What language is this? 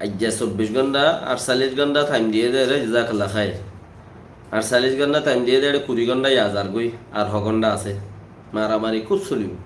Rohingya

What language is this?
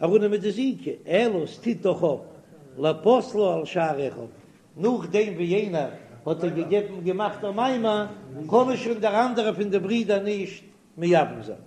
Yiddish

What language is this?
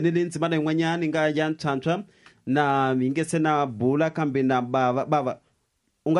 Tsonga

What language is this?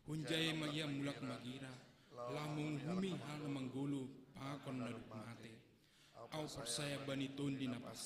Batak Simalungun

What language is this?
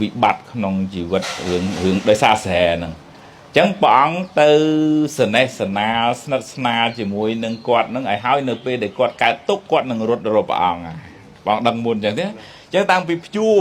Khmer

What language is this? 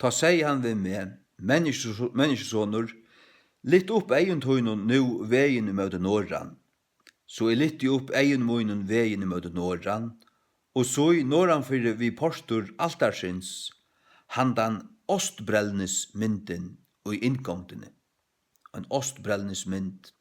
Faroese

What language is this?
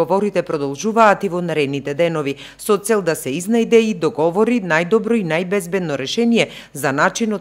Macedonian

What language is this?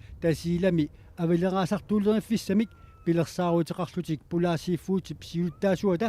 Kalaallisut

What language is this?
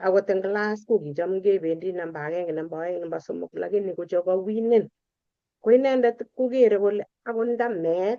Kalenjin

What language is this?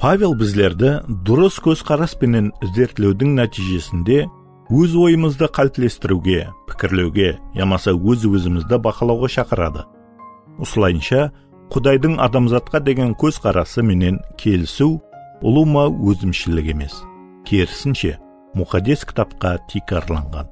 Kara-Kalpak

